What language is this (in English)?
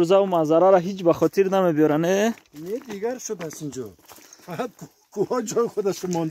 Tajik